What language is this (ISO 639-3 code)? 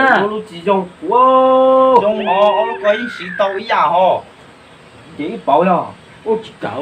hmn